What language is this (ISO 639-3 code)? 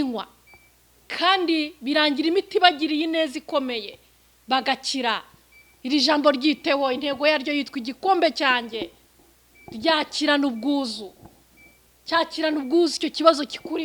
kin